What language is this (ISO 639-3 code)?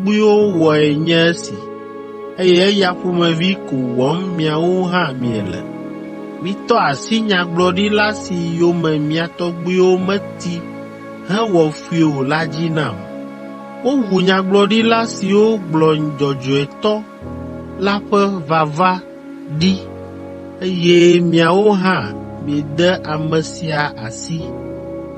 ewe